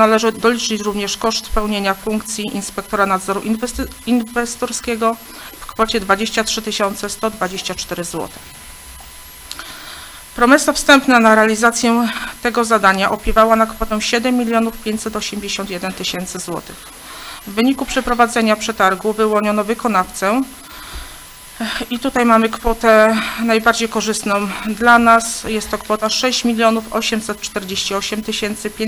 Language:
Polish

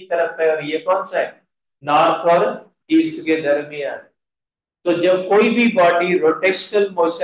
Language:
Hindi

